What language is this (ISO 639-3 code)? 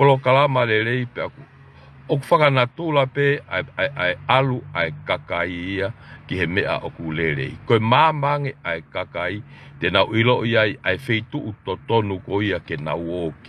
ton